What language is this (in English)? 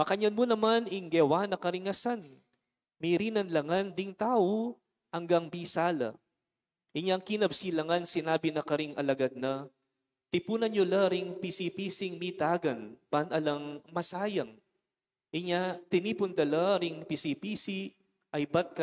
Pampanga